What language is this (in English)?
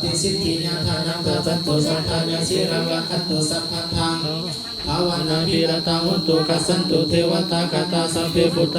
Pali